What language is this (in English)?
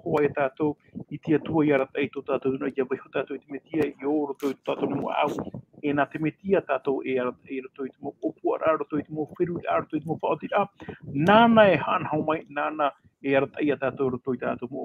Tahitian